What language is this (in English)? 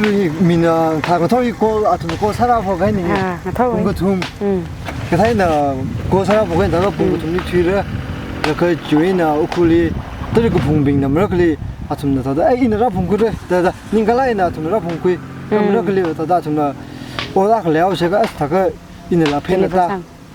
Tangkhul Naga (India)